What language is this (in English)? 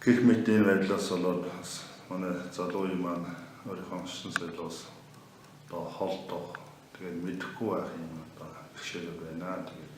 Mongolian